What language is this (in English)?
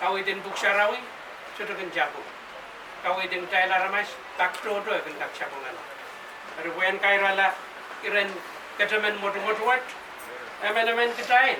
Pohnpeian